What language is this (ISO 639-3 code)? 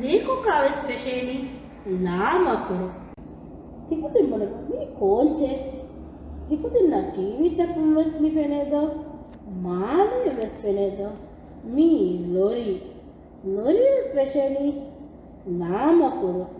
div